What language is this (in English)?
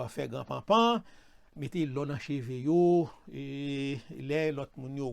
Haitian Creole